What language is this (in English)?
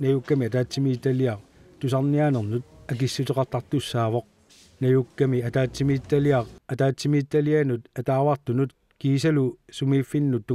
Kalaallisut